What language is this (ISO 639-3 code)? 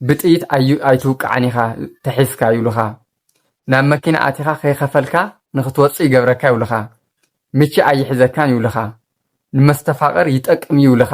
tir